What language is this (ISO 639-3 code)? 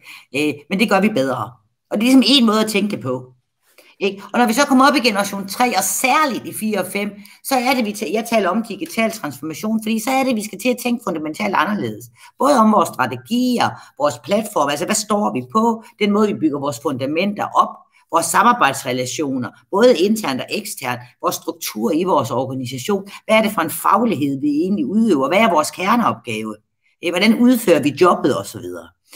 dan